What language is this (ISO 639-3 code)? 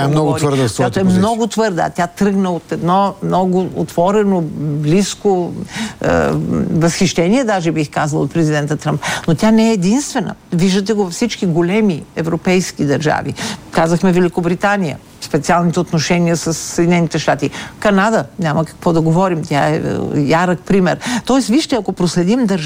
bul